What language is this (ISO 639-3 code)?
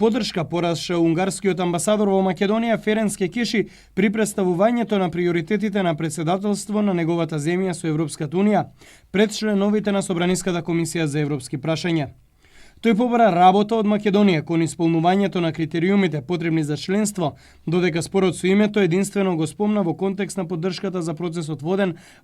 mkd